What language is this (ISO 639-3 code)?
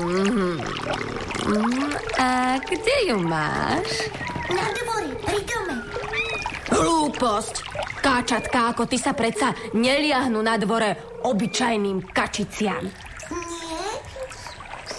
slk